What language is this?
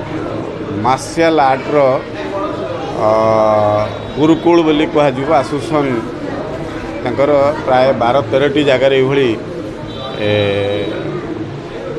Odia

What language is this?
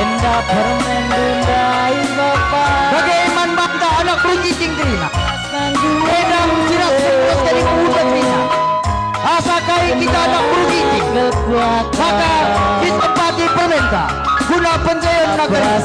Batak Karo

